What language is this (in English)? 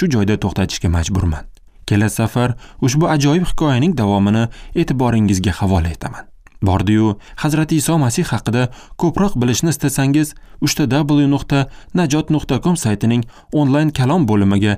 Uzbek